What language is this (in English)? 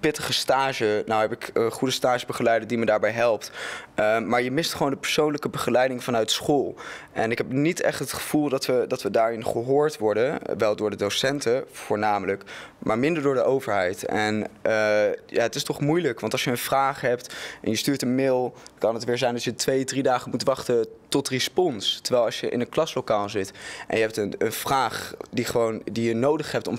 Dutch